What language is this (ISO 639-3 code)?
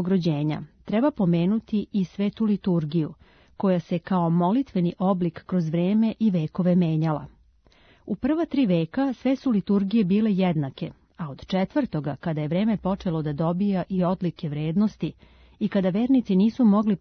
srp